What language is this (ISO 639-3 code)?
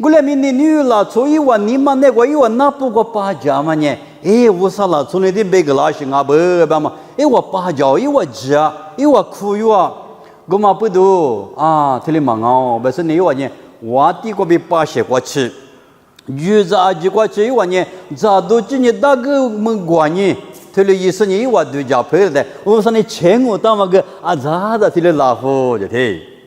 lis